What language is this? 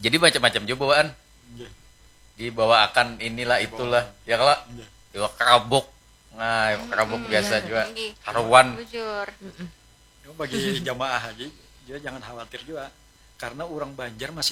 Banjar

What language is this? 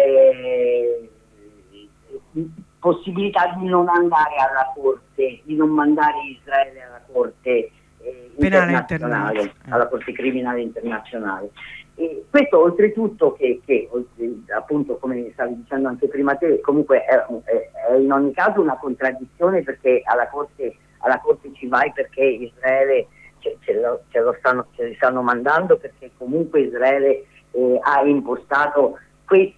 Italian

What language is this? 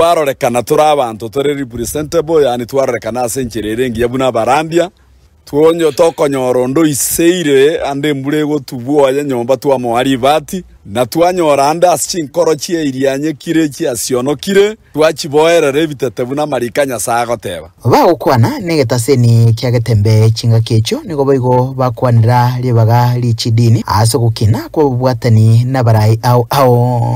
Gusii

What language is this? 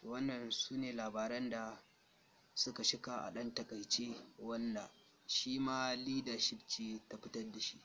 Hausa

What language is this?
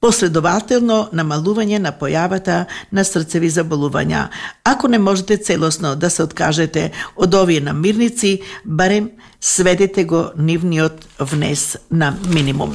Macedonian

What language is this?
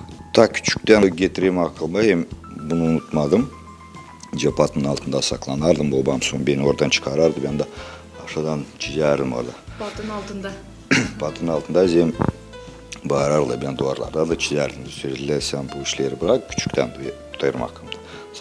Gagauz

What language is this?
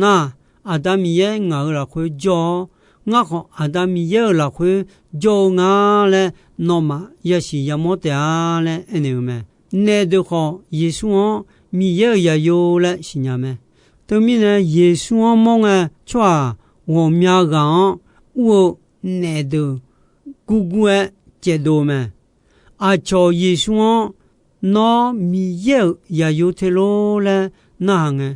Akha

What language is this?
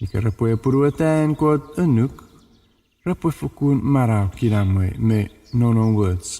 Chuukese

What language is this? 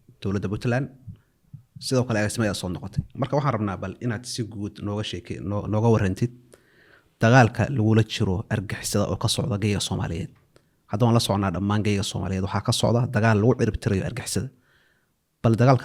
Somali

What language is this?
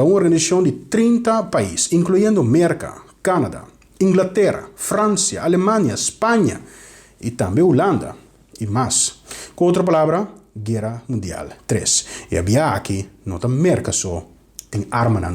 Papiamento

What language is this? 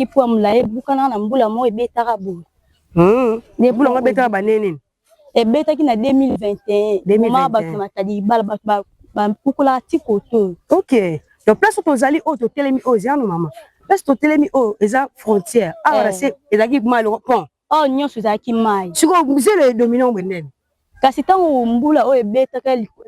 Lingala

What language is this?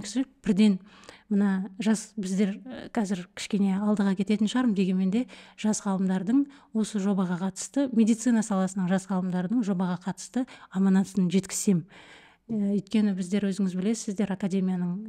Kazakh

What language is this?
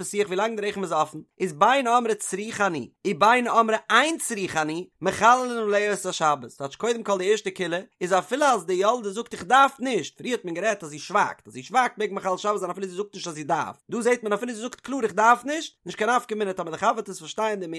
Yiddish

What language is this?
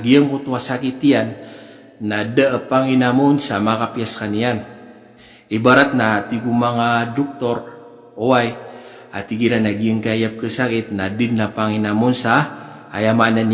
Maranao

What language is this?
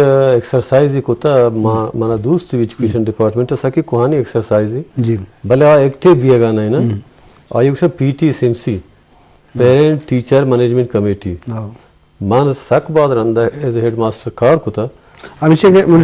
Eastern Balochi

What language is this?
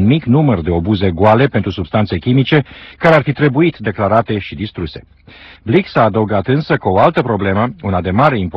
Romanian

